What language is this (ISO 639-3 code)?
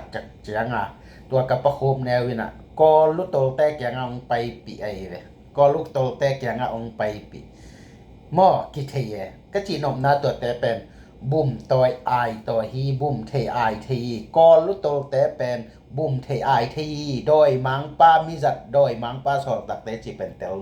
ctd